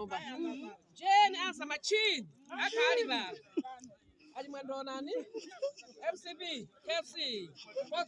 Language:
Nyanja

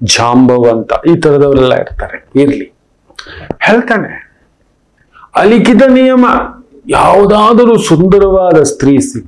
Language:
Kannada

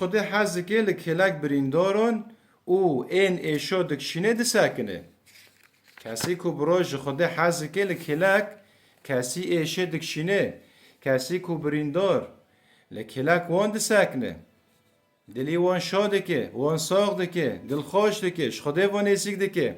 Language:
Kurdish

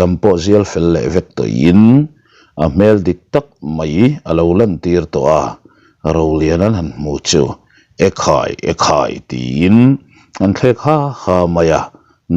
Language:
Mizo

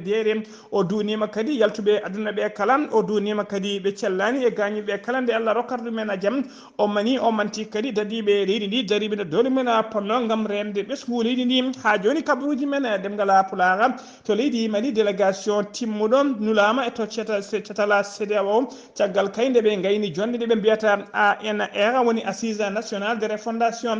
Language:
Fula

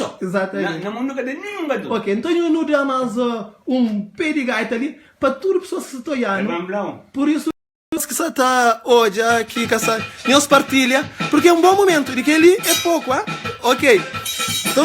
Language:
Kabuverdianu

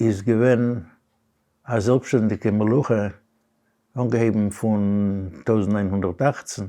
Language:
Yiddish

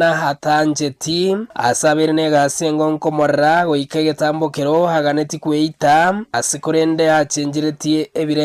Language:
Gusii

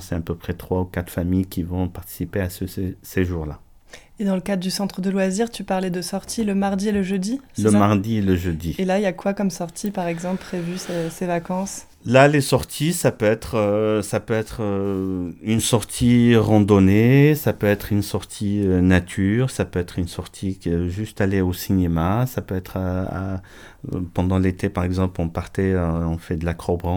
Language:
French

